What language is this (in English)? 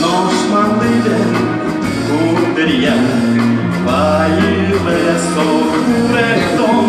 Udmurt